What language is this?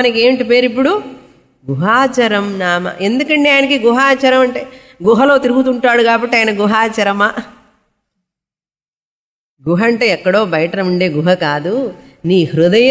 Telugu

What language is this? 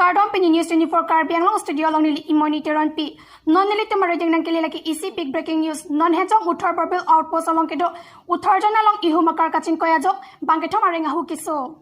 Karbi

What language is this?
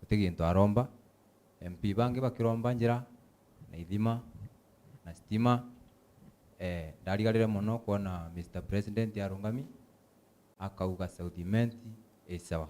Meru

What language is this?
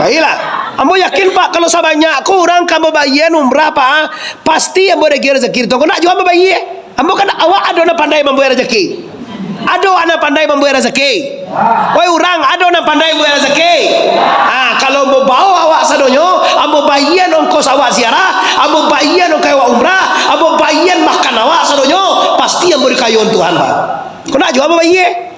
Minangkabau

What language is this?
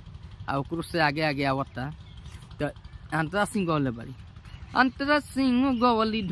Bhojpuri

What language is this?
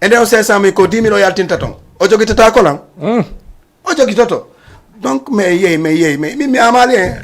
Fula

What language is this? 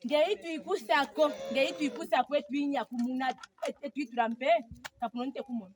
Ndonga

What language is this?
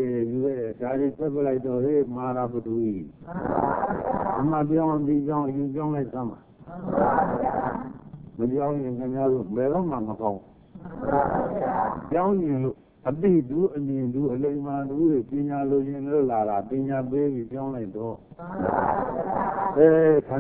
Burmese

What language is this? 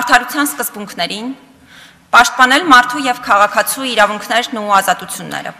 Armenian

